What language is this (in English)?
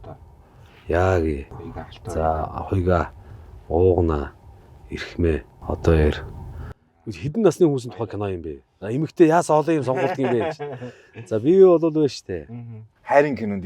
Mongolian